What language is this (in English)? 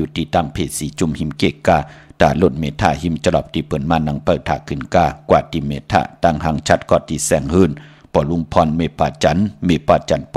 Shan